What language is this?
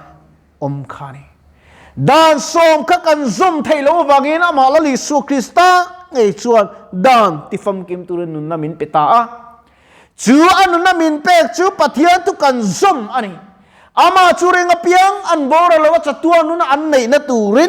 Mizo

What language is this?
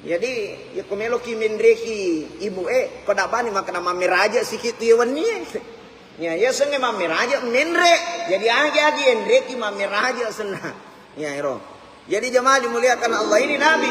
Buginese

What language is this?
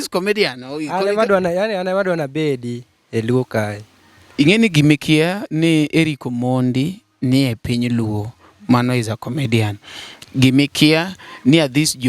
Luo (Kenya and Tanzania)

